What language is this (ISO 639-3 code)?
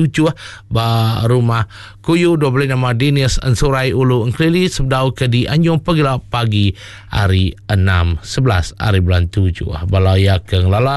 iba